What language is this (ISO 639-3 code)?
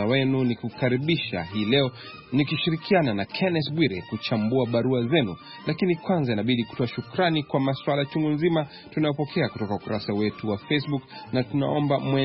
swa